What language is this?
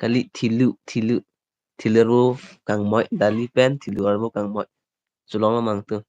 Karbi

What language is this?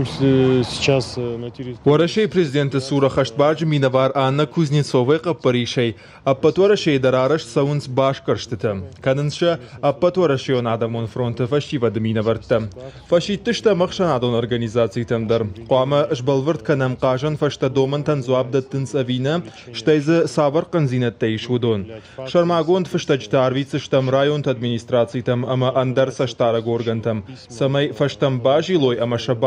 Ossetic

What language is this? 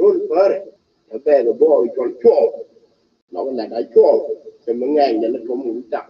Nuer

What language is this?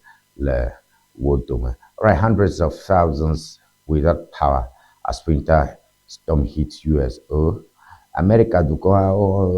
Ewe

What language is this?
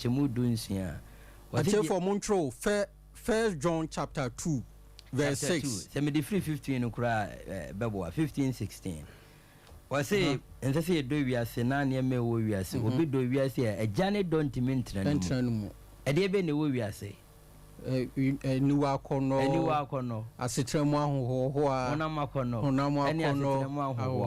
Akan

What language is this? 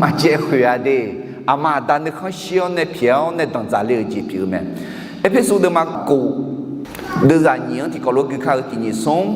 Akha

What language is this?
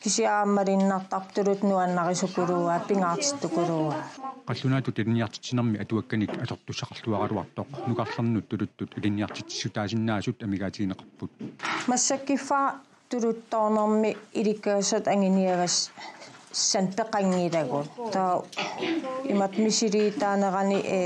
Kalaallisut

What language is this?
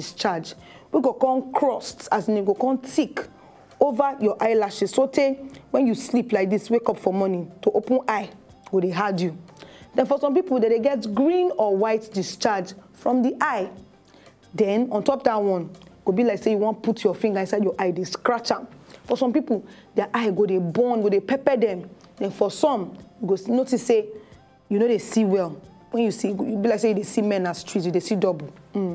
Nigerian Pidgin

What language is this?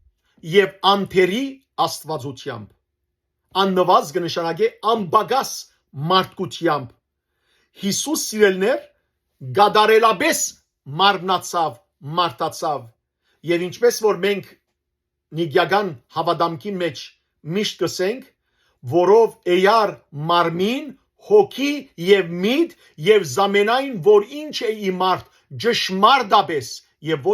Western Armenian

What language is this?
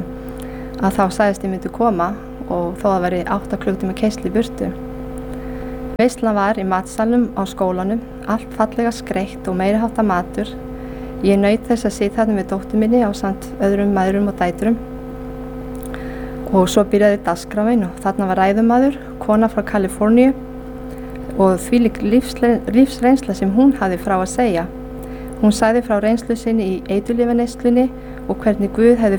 Icelandic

